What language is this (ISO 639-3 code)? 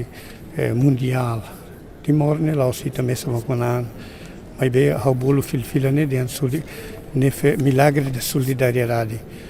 tet